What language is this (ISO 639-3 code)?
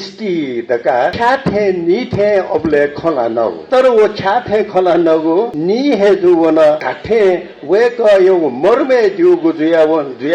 new